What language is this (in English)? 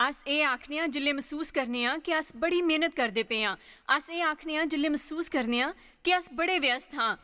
Dogri